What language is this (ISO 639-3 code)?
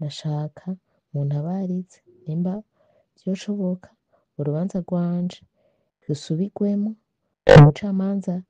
run